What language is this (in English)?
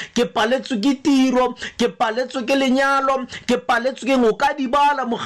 Tswana